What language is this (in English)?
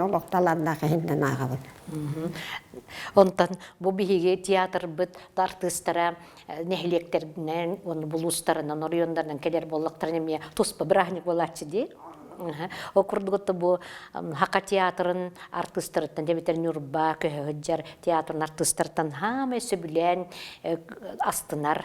Yakut